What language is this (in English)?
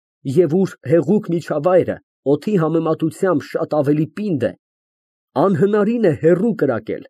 Armenian